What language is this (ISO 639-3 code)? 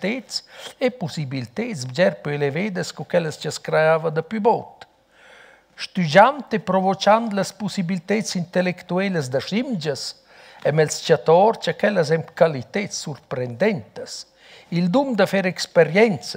roh